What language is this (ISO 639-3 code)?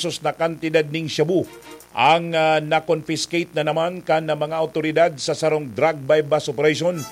bik